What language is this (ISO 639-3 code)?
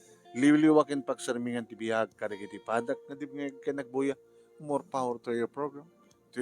ilo